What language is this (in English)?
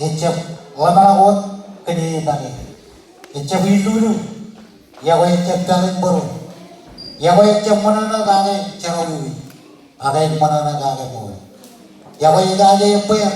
Marshallese